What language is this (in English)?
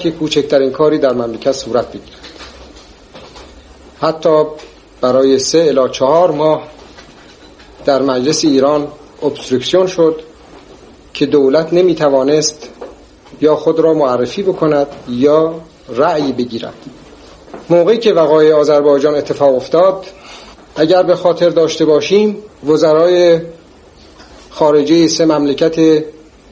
Persian